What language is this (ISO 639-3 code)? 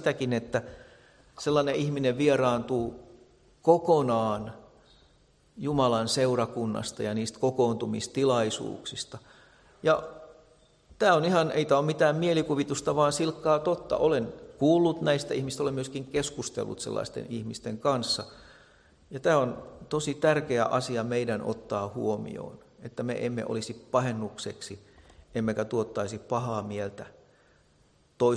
fin